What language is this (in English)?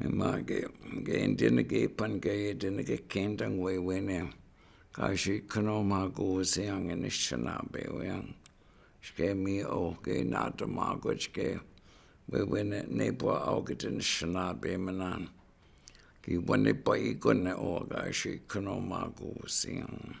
Chippewa